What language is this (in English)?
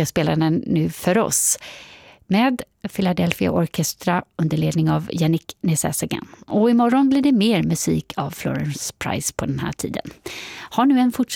Swedish